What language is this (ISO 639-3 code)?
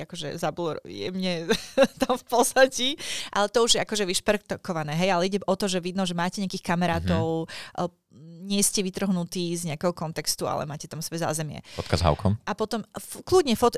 slk